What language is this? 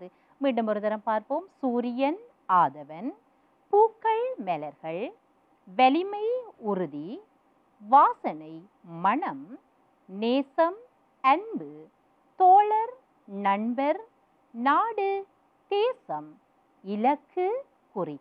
Tamil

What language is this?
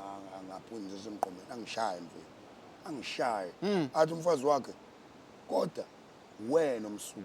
Zulu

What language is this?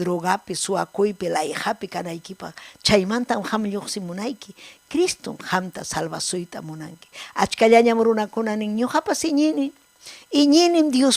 Ayacucho Quechua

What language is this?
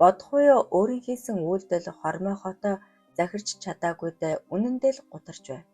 Mongolian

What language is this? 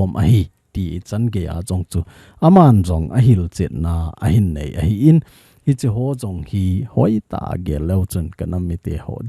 Thado Chin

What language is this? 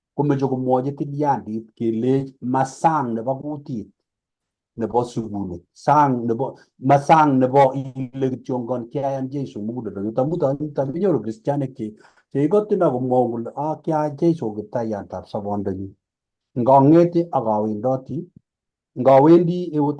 Kalenjin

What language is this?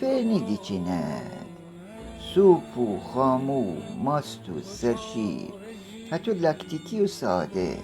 Gilaki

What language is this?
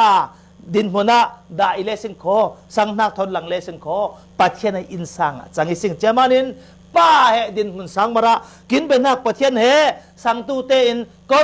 Falam Chin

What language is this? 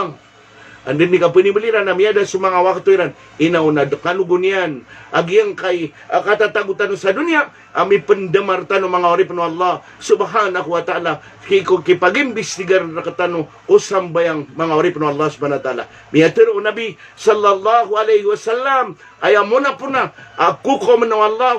Maranao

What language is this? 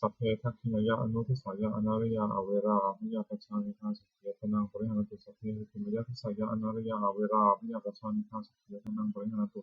Pali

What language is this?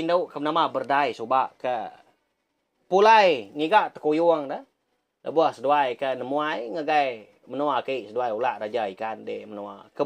Iban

